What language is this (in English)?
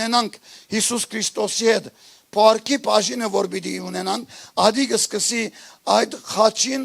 Western Armenian